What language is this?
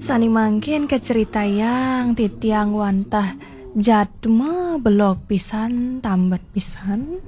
Balinese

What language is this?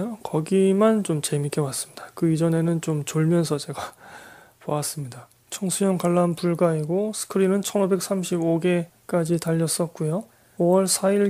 Korean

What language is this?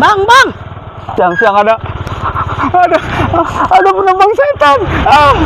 Betawi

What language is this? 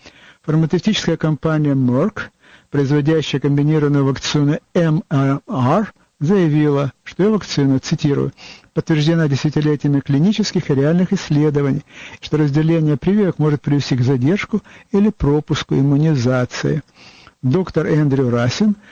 Russian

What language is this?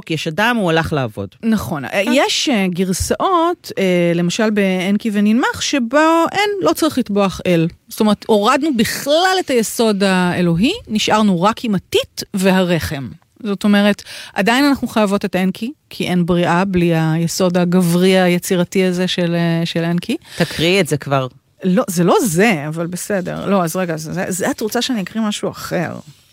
Hebrew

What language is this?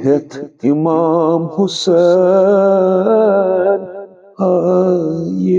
Kashmiri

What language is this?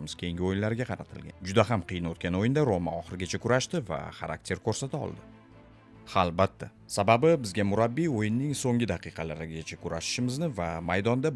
Uzbek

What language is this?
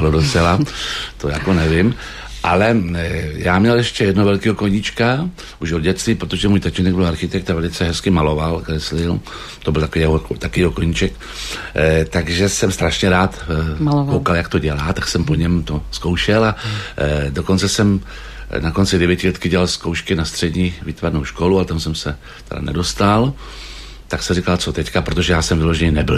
Czech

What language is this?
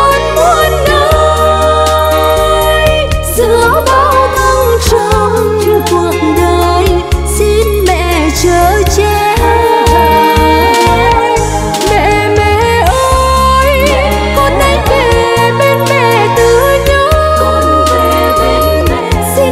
Vietnamese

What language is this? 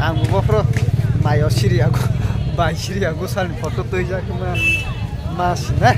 Kok Borok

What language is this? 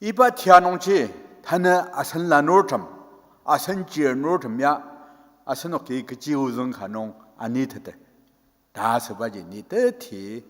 Ao Naga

